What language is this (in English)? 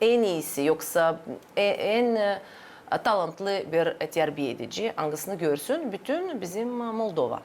Gagauz